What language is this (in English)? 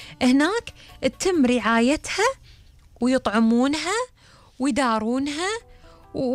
Gulf Arabic